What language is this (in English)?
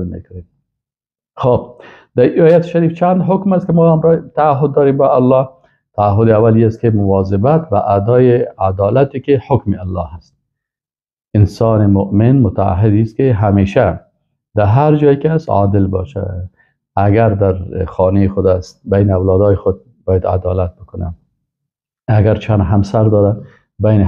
Persian